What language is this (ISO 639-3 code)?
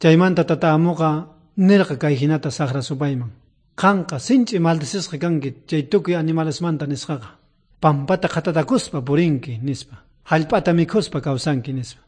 quh